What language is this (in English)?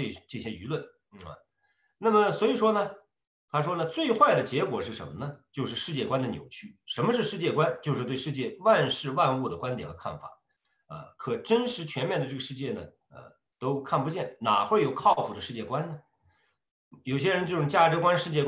Chinese